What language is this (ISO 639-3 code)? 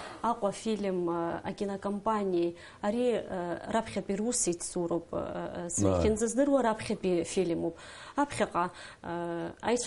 abk